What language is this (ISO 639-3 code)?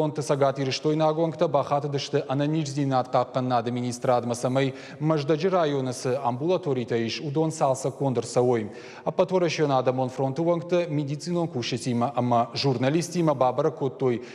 oss